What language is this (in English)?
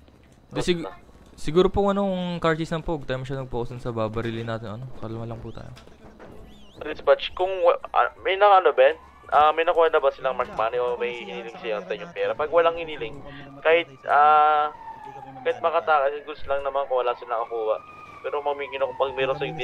Filipino